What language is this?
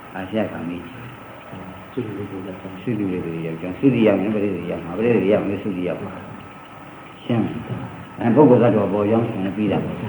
Burmese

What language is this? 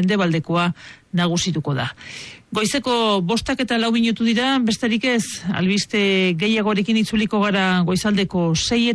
Basque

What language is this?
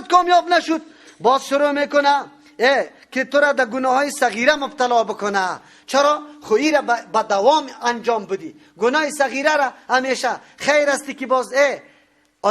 Persian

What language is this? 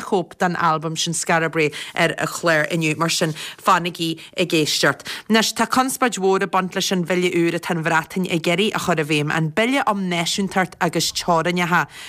Irish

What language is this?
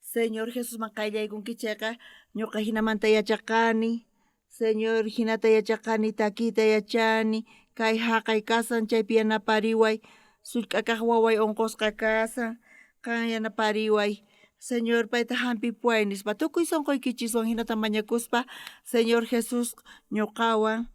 South Bolivian Quechua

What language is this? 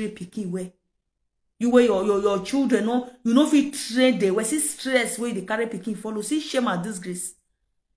Nigerian Pidgin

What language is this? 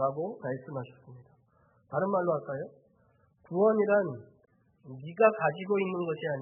Korean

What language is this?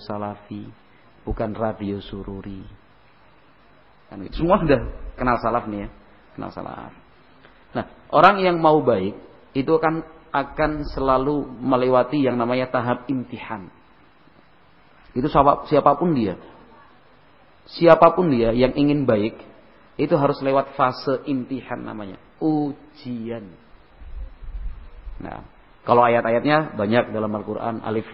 Indonesian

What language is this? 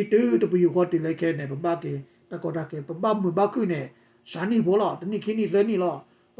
S'gaw Karen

